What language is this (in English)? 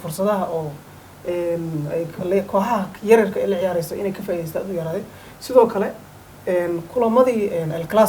Somali